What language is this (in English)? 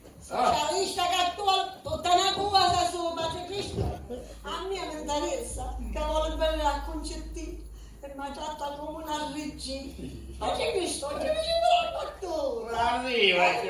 Sicilian